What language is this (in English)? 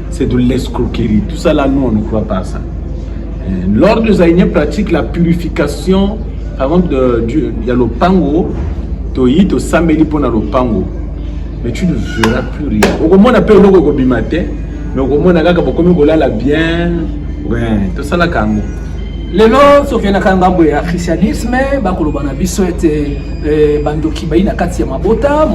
Lingala